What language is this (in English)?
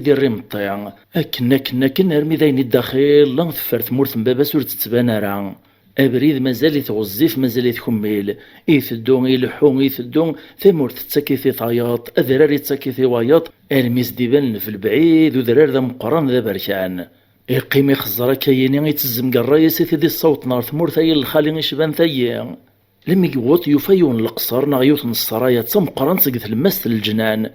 Kabyle